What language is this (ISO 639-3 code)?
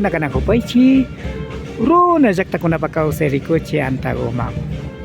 qvi